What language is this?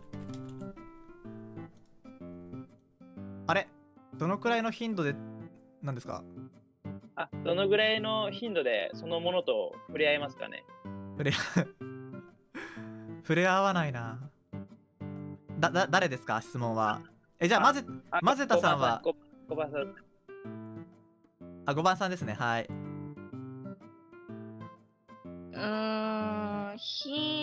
Japanese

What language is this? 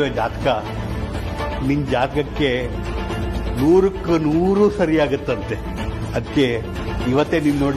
Kannada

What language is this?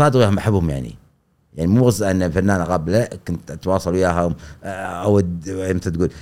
Gulf Arabic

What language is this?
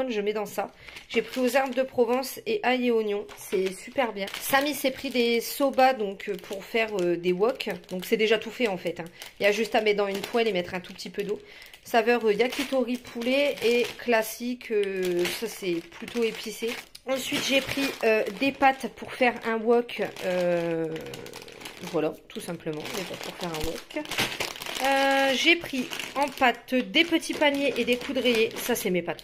French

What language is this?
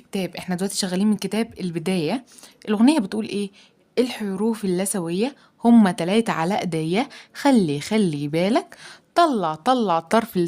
Egyptian Arabic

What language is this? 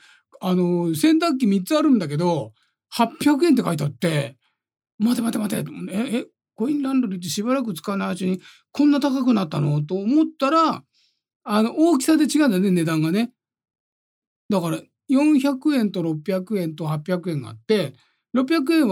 Japanese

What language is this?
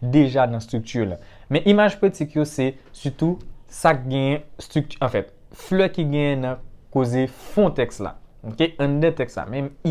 Haitian Creole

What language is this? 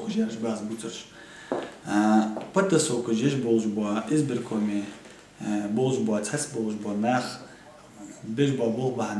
Ingush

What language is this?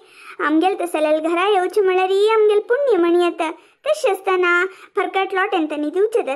Konkani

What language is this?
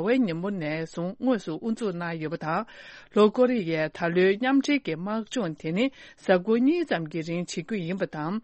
Tibetan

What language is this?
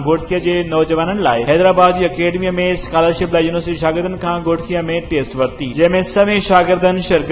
Sindhi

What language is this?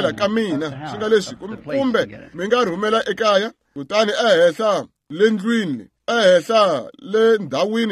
Tsonga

